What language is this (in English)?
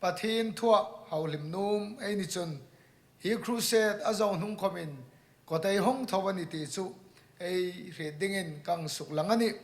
Hmar